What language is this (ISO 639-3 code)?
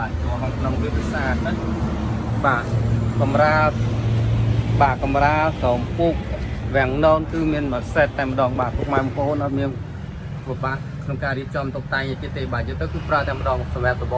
khm